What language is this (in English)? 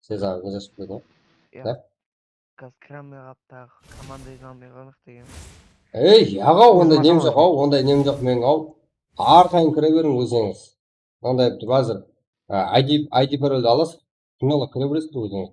Kara-Kalpak